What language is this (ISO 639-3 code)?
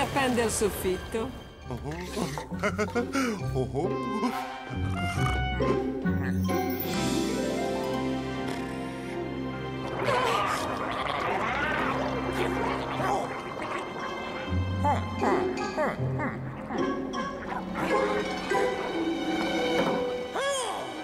ita